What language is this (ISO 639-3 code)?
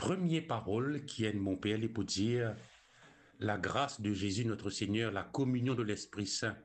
mfe